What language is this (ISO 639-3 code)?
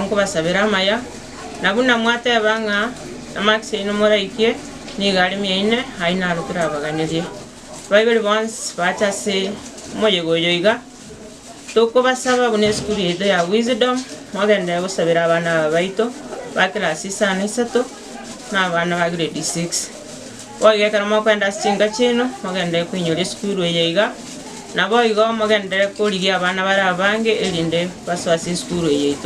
guz